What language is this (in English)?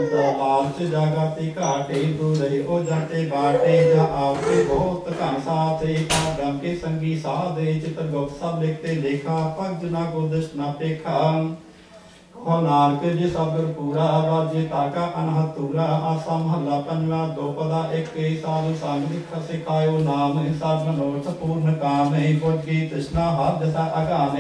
Punjabi